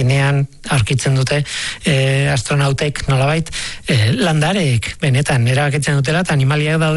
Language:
Basque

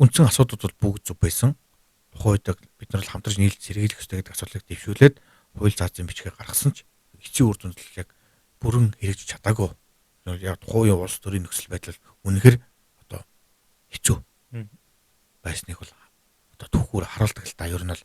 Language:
Mongolian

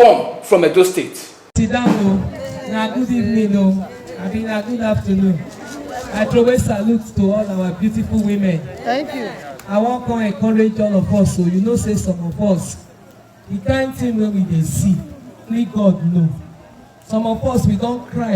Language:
Nigerian Pidgin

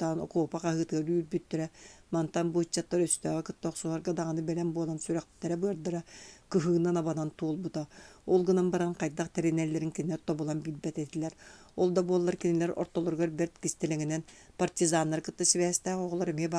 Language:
Yakut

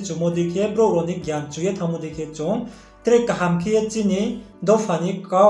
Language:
Riang (India)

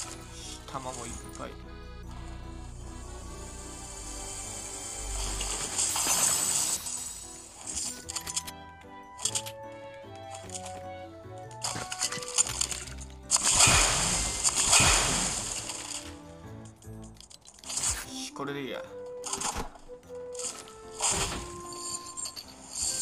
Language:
Japanese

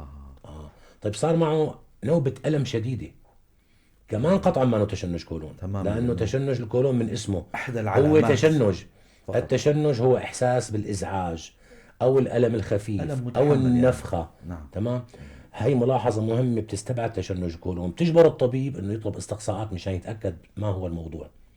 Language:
North Levantine Arabic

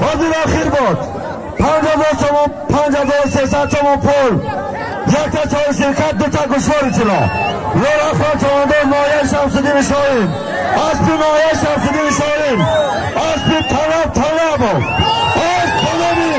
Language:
Tajik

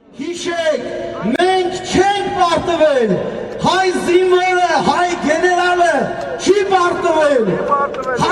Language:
Armenian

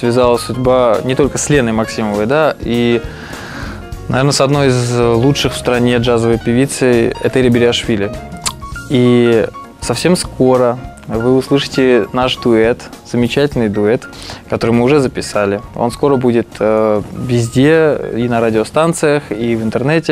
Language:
Russian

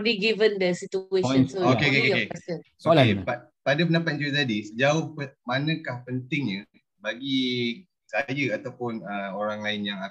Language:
Malay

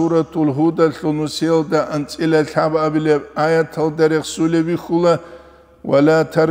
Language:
Avaric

